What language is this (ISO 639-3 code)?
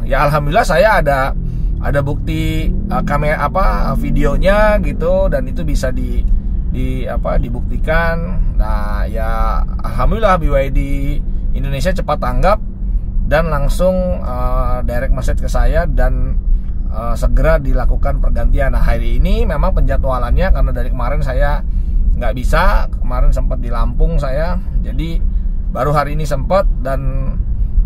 ind